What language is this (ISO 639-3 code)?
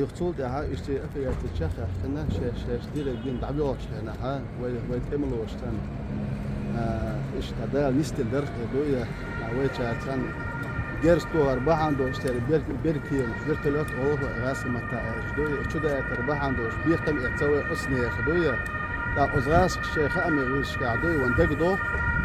che